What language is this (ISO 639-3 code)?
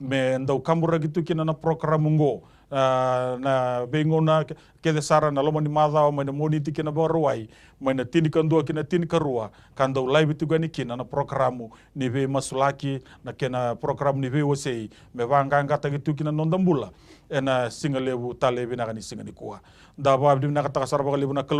fij